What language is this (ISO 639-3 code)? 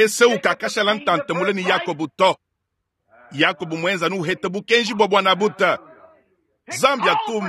lua